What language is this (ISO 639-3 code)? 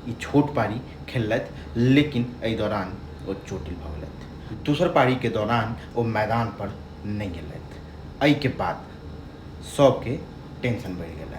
mai